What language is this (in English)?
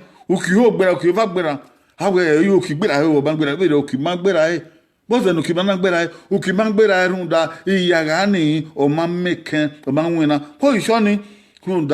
Bini